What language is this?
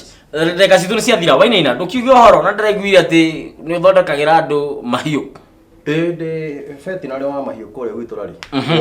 Kikuyu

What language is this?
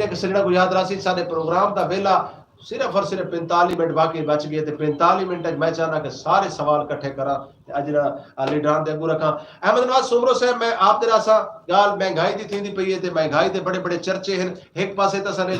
Saraiki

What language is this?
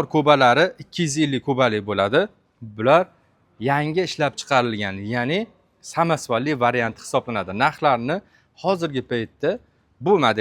Uzbek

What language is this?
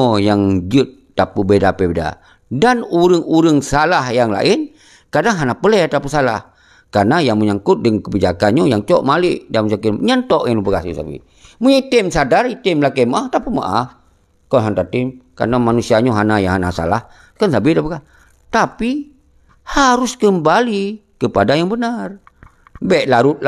Achinese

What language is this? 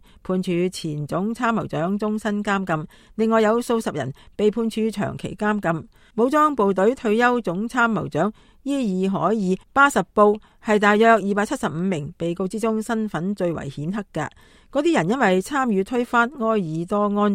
Cantonese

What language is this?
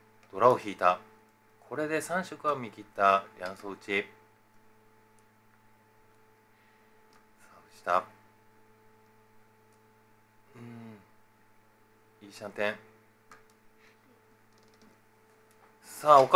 Japanese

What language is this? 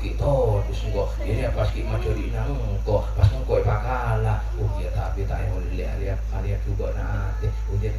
Madurese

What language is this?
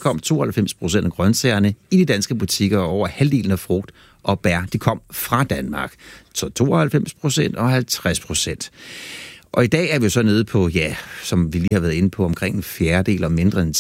Danish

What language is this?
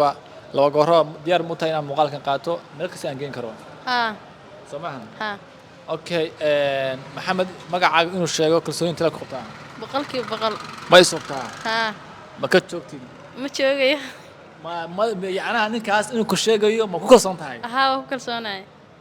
Somali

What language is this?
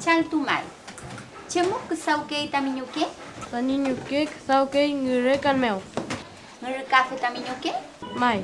Mapuche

